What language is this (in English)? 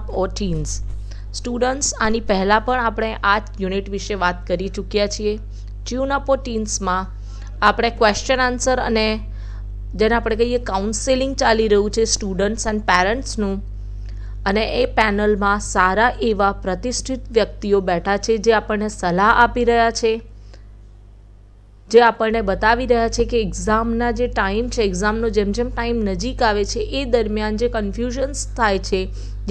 Gujarati